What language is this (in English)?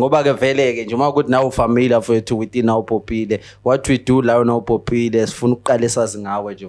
Zulu